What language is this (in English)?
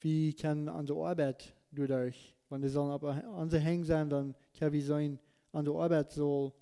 Plautdietsch